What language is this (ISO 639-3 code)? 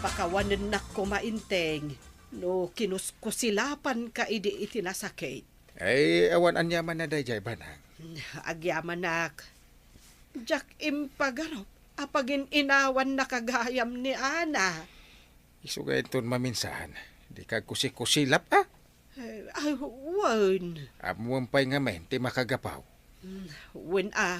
ilo